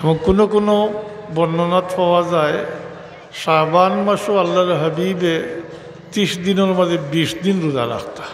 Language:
Sylheti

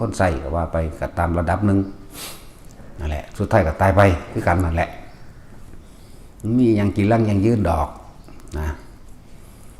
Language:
Lao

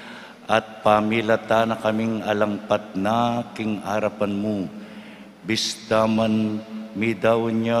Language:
Pampanga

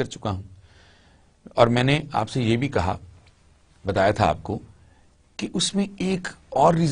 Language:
Urdu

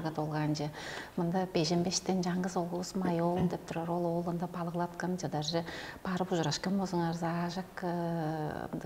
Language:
Tuvinian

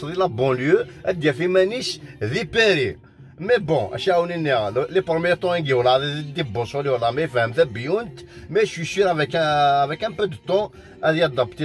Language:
Kabyle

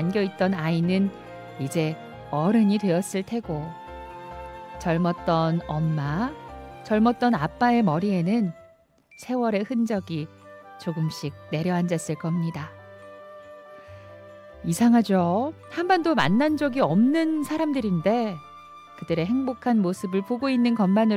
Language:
Korean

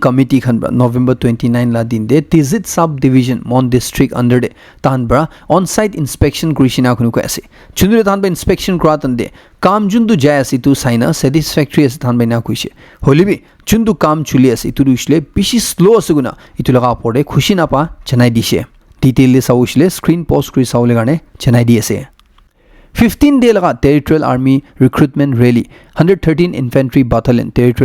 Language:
Naga Pidgin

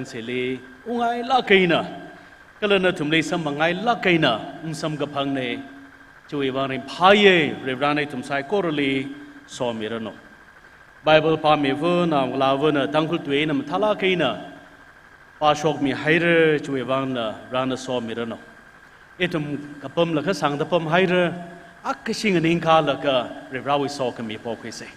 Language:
Tangkhul Naga (India)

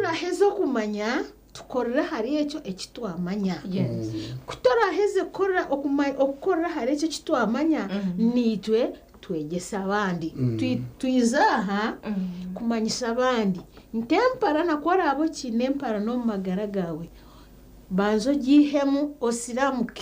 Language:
Nyankole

